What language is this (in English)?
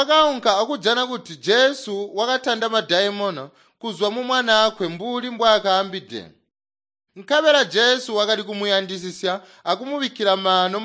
Tonga (Zambia)